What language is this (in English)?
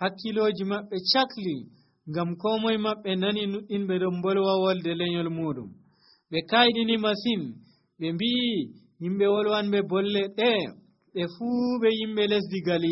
Nigerian Fulfulde